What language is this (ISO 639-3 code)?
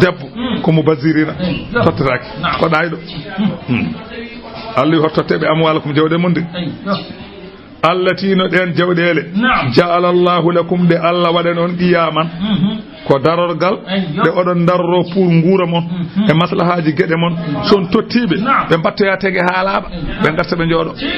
ful